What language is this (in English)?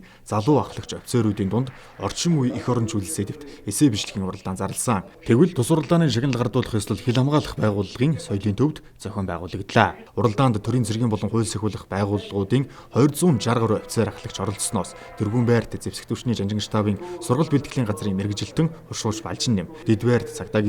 Mongolian